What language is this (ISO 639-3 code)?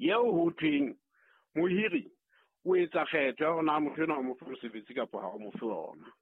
sot